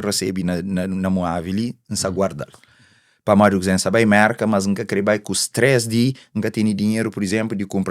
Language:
Kabuverdianu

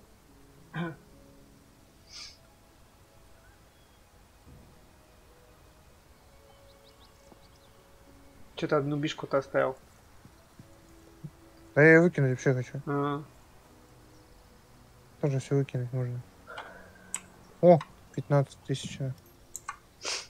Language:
Russian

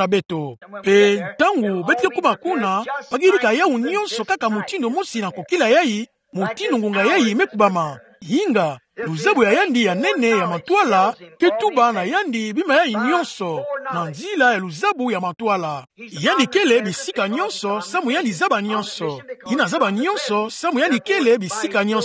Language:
Kituba (Democratic Republic of Congo)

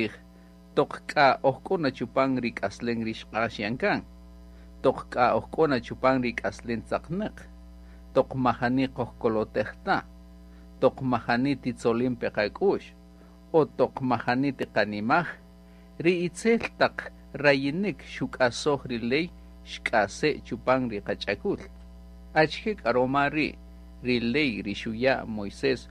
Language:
Kaqchikel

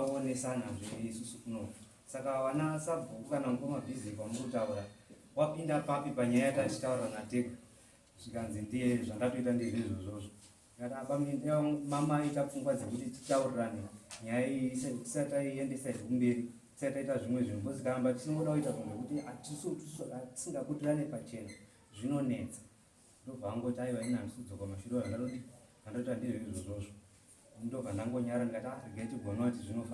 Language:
Shona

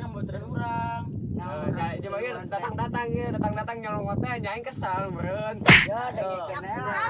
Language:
Sundanese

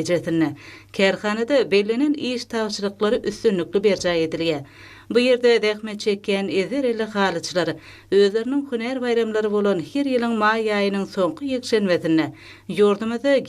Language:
Turkmen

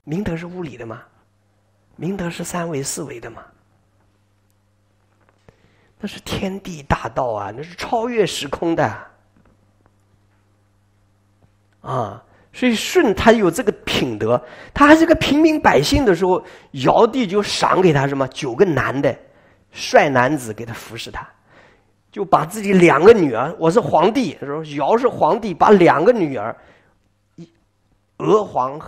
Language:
Chinese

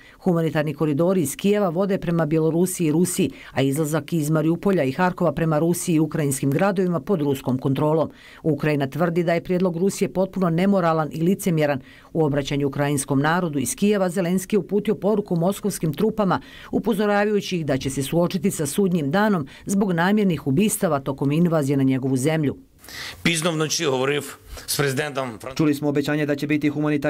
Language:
Bosnian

